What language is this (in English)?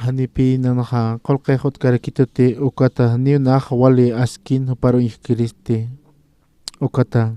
Aymara